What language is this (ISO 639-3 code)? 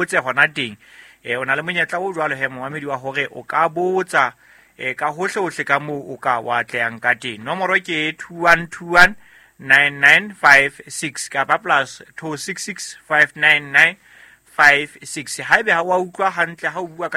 sot